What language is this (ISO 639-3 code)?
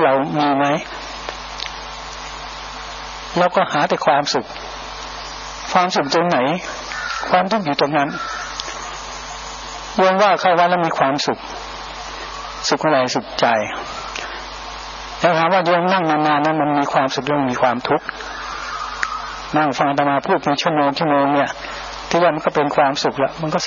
tha